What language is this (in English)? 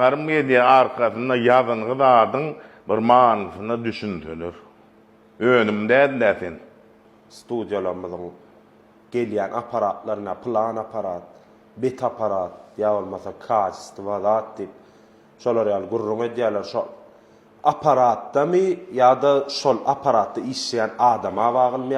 Turkmen